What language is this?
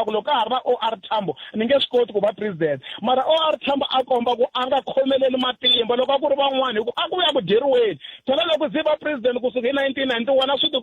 Tsonga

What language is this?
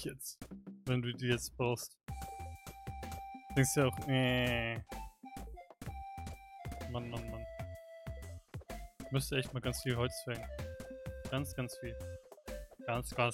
German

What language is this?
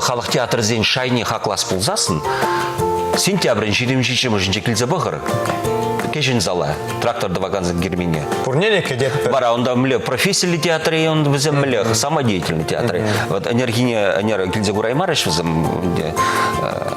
Chuvash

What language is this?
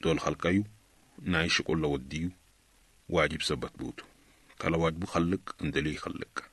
Sudanese Arabic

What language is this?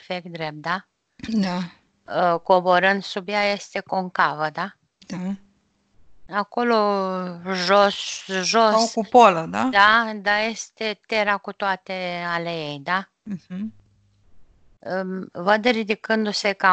Romanian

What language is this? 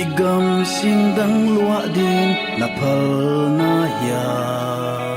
Tedim Chin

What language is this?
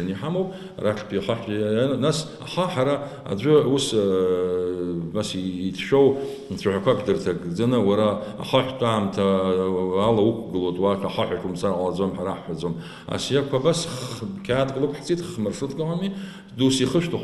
Abkhazian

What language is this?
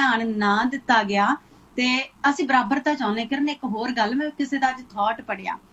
Punjabi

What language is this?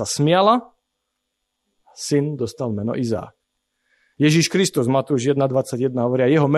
Slovak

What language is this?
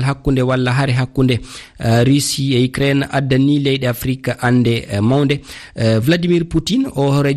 Fula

